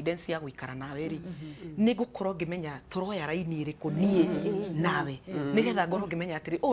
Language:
Kikuyu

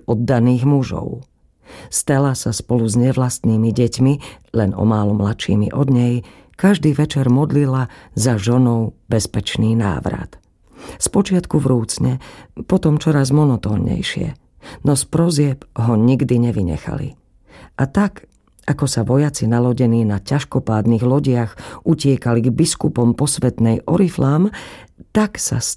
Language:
Slovak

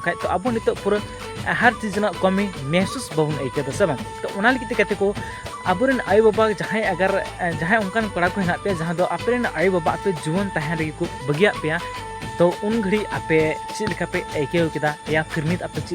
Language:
Santali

